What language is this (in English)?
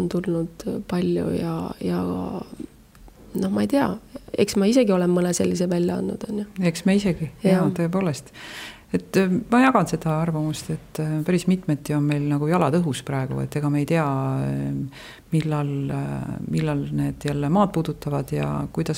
Estonian